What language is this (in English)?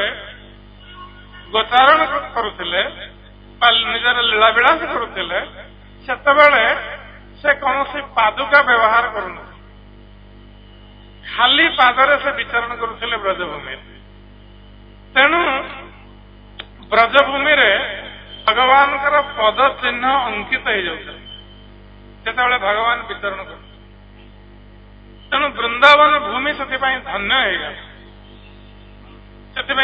Odia